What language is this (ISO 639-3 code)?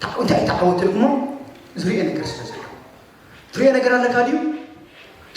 tir